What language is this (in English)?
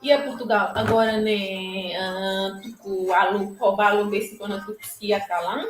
Tetum